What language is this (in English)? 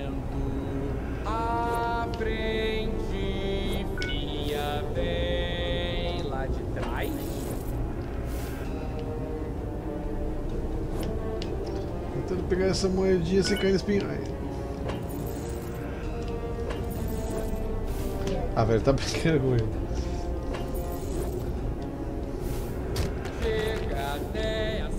Portuguese